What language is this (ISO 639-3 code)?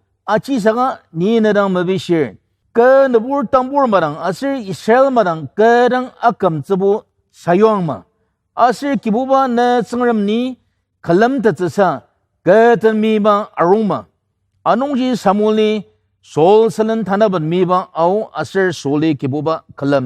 njo